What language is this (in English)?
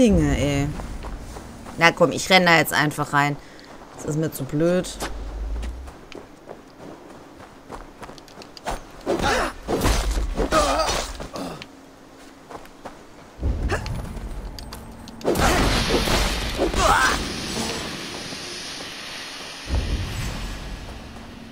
German